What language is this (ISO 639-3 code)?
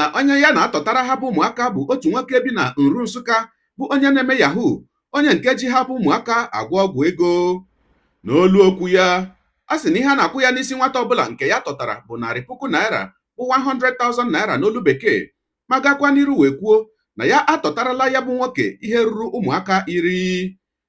ibo